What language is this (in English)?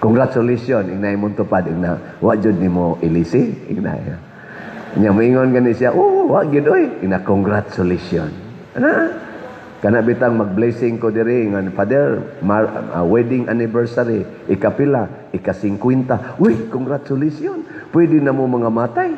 Cebuano